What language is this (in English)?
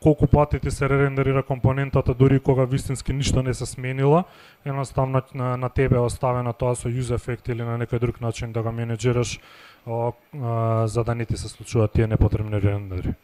Macedonian